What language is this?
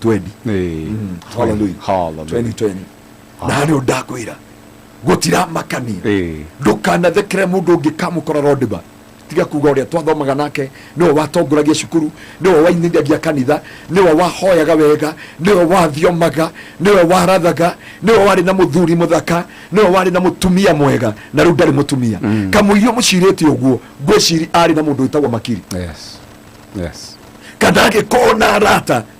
Kikuyu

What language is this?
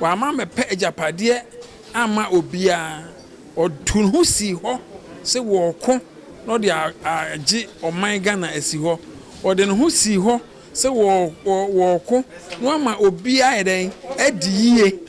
Akan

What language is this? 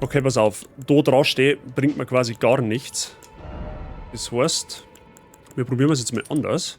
Bavarian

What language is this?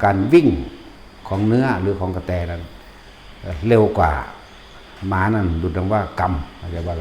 Northeastern Thai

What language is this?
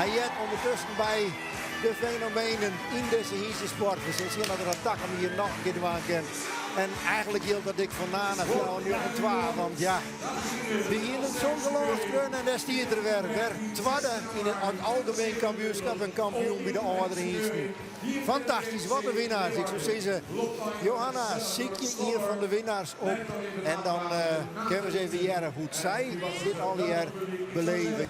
Western Frisian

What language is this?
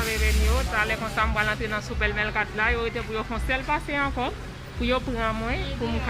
Haitian Creole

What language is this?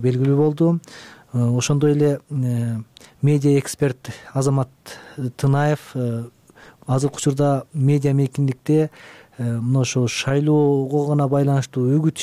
Kyrgyz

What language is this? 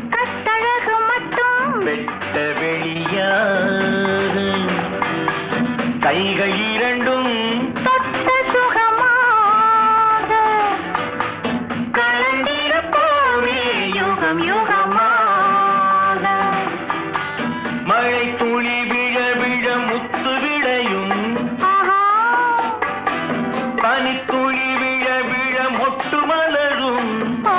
Tamil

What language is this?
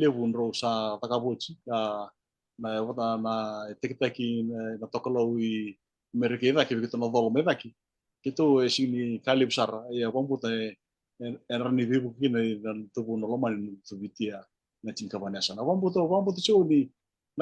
Fijian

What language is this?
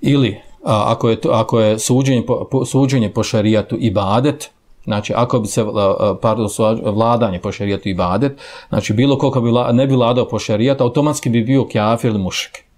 Bosnian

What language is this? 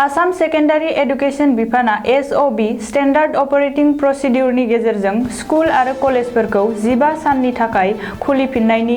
Bodo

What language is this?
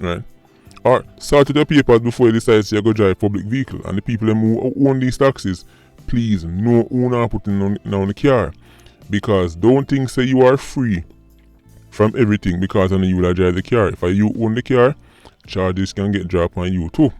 Jamaican Creole English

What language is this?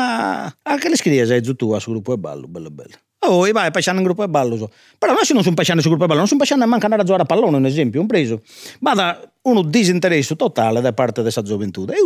Sardinian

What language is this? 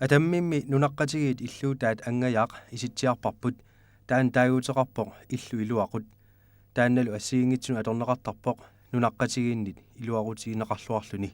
Kalaallisut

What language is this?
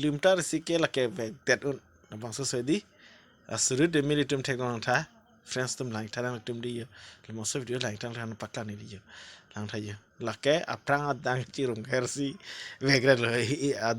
Karbi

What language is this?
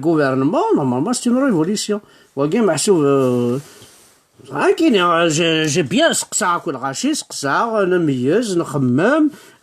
Kabyle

